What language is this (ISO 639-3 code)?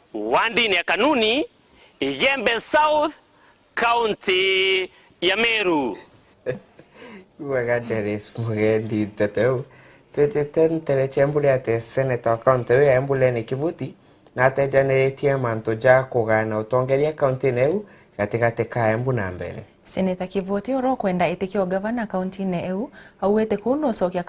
mer